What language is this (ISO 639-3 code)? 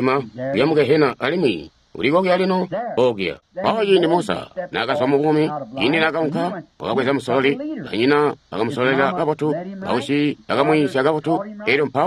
toi